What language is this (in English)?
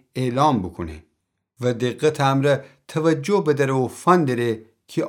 Gilaki